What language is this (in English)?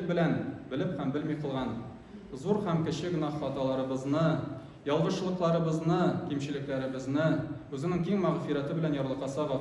Tatar